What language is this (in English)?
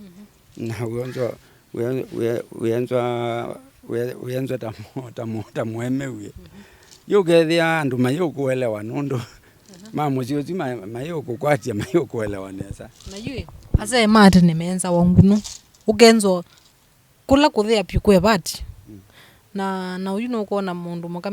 Kamba